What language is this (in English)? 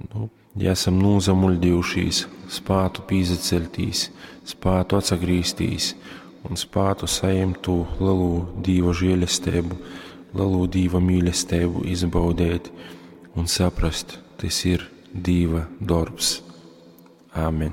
Latgalian